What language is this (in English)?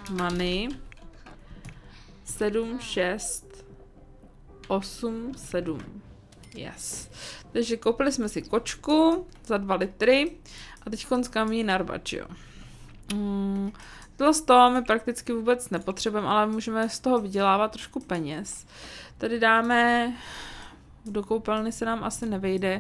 Czech